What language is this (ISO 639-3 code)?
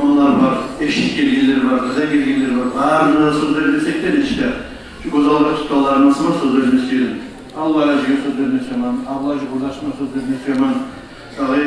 kum